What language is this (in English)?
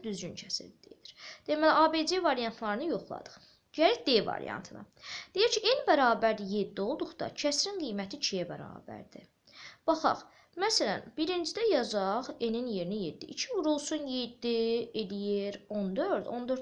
Azerbaijani